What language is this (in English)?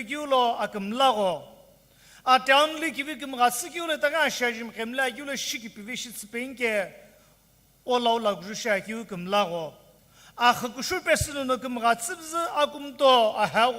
Sumi Naga